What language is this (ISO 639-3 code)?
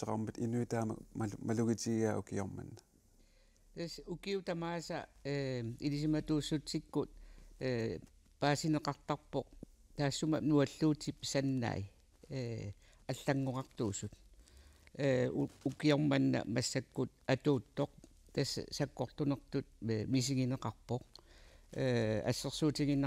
kal